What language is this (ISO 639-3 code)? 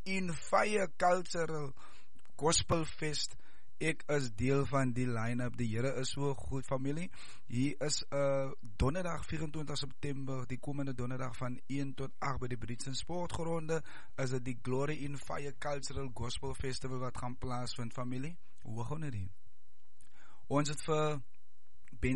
afr